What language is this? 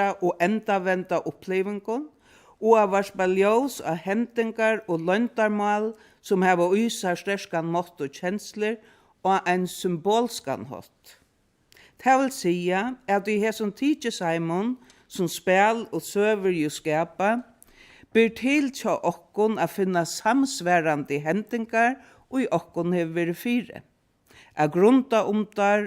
Faroese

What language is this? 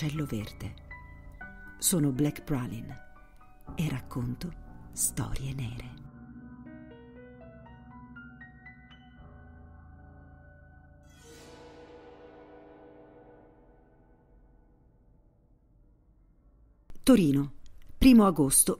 Italian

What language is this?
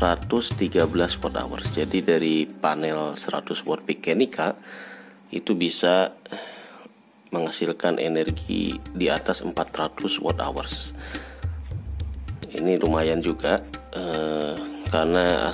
Indonesian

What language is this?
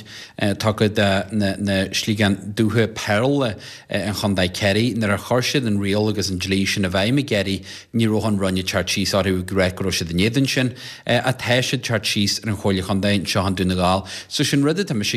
Irish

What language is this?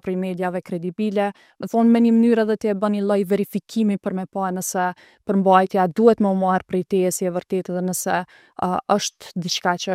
Albanian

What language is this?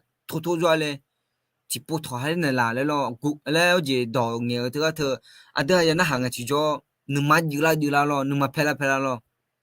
Akha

